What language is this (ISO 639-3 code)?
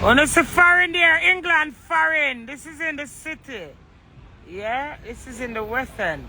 jam